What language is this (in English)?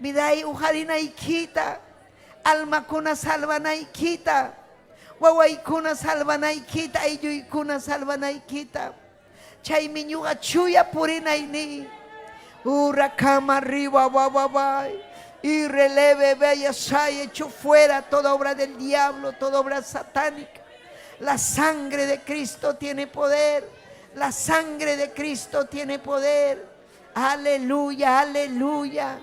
Ayacucho Quechua